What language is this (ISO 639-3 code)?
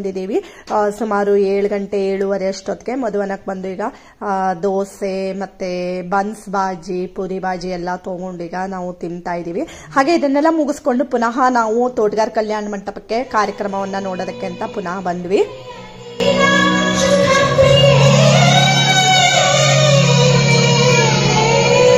kan